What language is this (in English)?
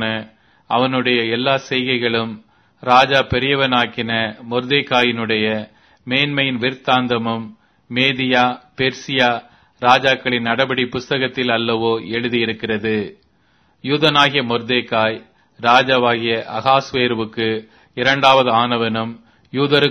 Tamil